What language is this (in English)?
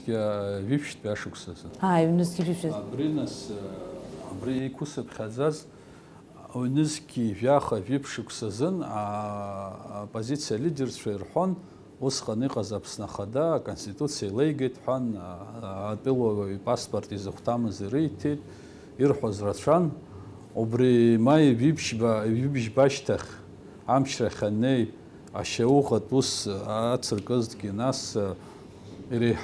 Abkhazian